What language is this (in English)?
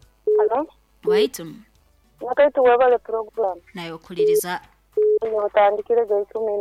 Nyoro